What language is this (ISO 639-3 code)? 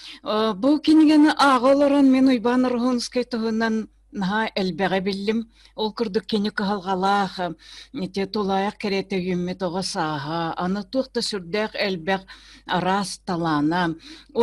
sah